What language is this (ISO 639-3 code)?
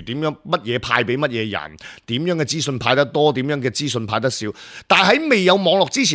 yue